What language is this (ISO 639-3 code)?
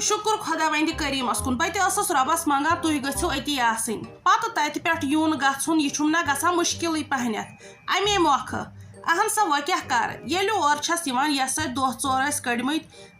kas